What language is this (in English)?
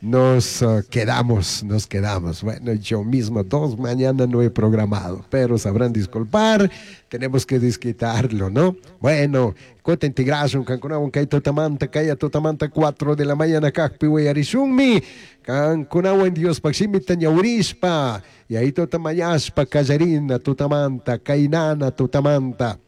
Chimborazo Highland Quichua